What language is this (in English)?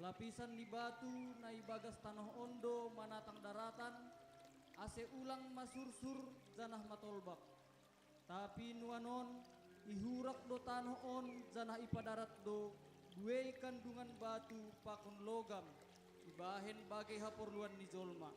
Batak Simalungun